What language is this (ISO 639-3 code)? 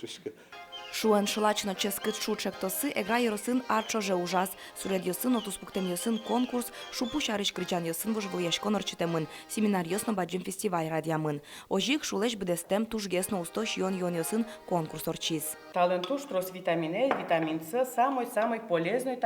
udm